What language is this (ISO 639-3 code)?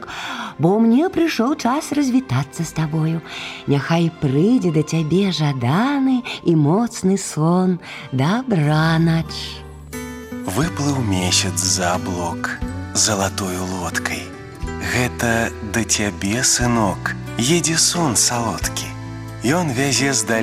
bel